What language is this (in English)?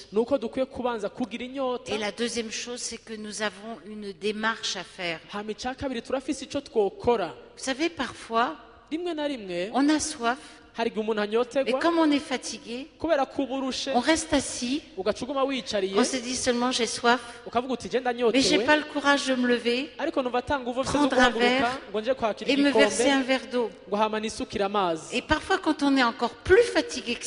Rundi